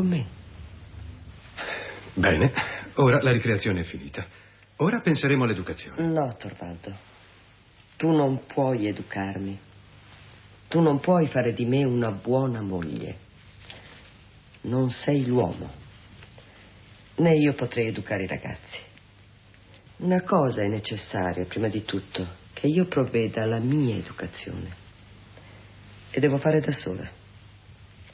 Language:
Italian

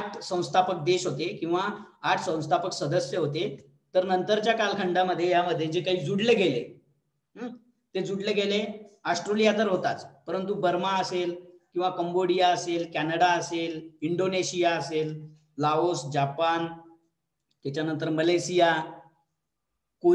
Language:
Marathi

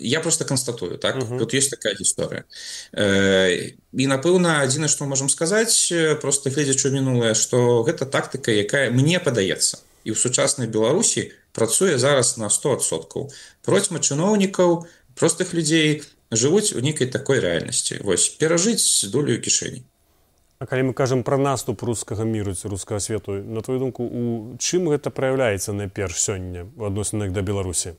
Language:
Belarusian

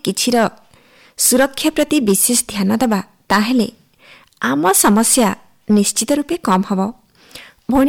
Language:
Odia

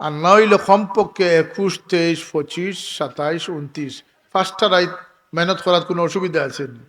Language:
Sylheti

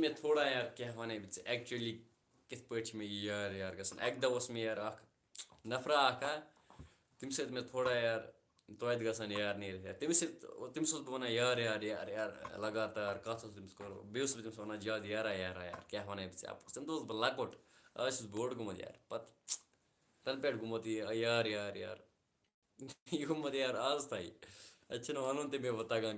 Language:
Kashmiri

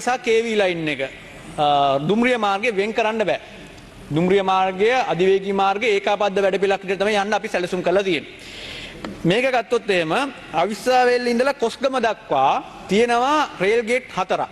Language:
Sinhala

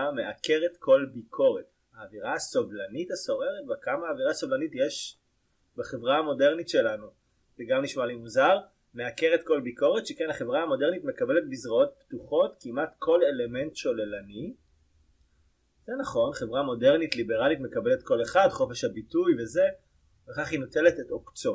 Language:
Hebrew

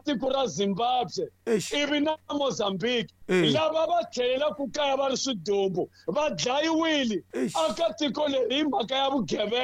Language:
Tsonga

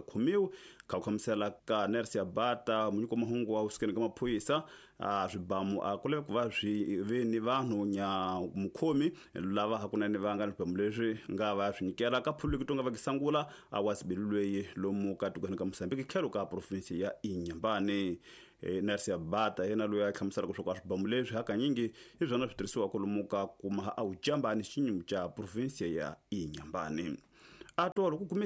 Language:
Tsonga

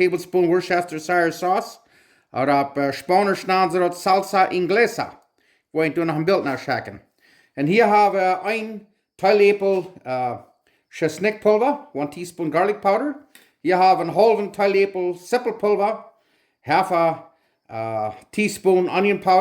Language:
Plautdietsch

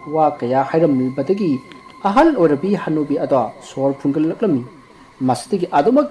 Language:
Manipuri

